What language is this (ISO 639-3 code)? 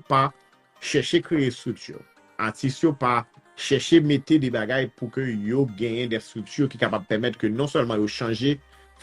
hat